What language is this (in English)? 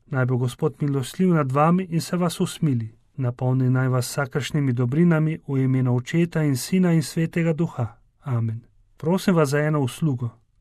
Slovenian